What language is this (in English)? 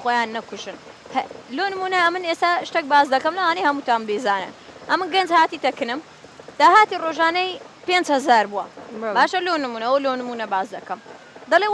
Central Kurdish